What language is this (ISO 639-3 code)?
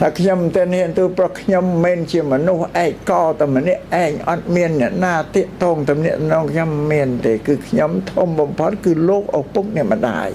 khm